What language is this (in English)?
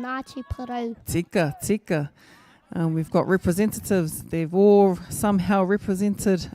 Māori